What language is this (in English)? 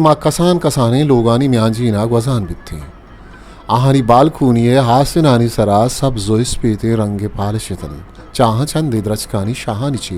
Eastern Balochi